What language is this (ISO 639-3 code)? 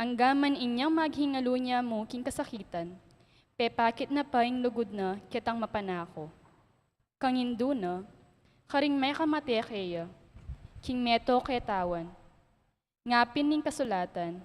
pam